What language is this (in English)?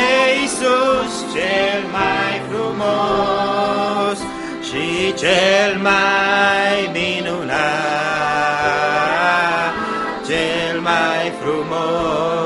Romanian